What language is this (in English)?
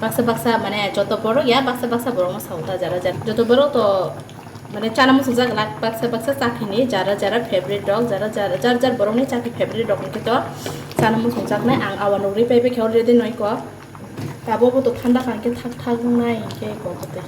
Kok Borok